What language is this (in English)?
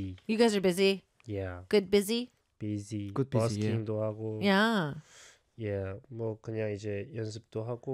Korean